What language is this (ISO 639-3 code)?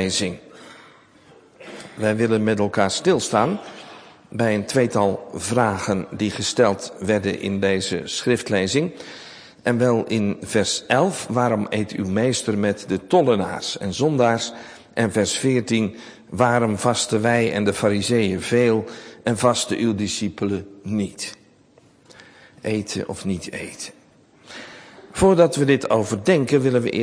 nld